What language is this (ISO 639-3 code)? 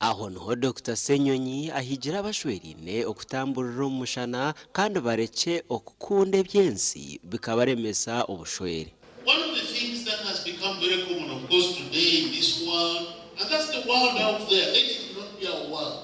nyn